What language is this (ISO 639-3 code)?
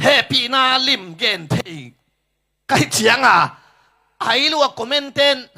ctd